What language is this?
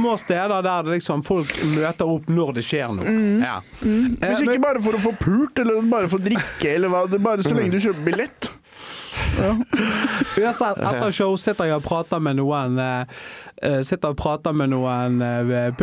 Norwegian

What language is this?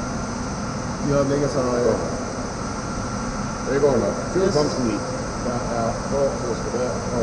Danish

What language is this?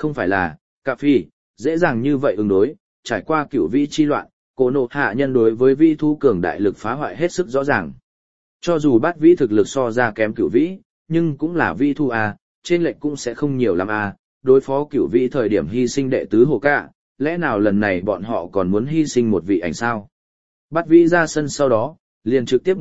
Vietnamese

